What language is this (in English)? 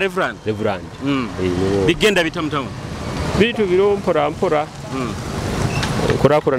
Nyoro